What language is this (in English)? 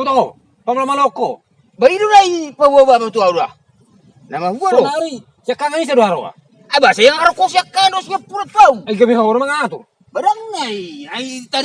Batak Toba